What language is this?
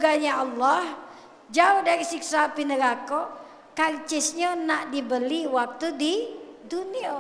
Musi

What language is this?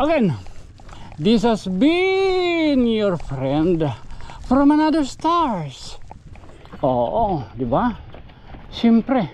Waray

